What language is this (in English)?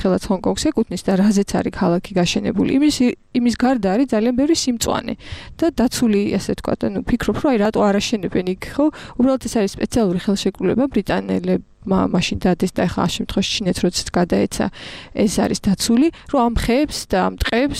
Georgian